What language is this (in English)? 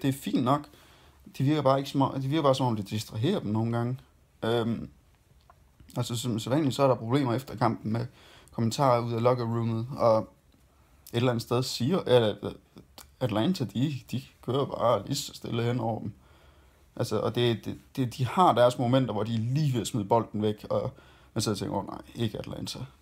Danish